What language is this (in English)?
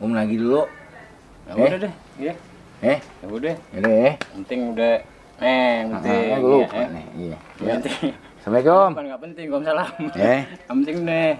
Betawi